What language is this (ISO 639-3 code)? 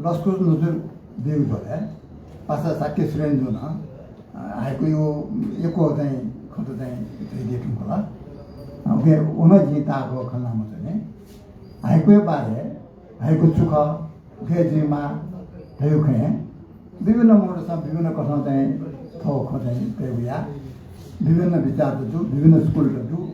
new